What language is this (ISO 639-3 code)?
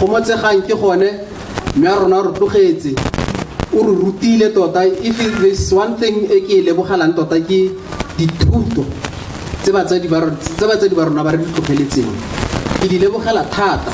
tsn